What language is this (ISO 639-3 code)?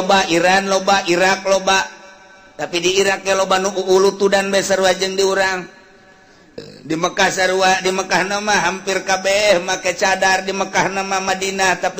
sun